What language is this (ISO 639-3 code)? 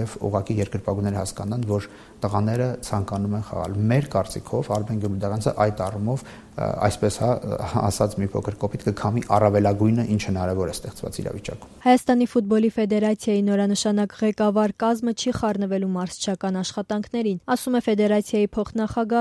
hye